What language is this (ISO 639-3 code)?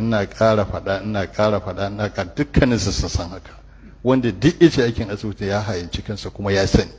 hau